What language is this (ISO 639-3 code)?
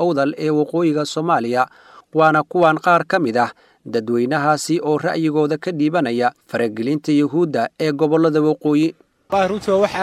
som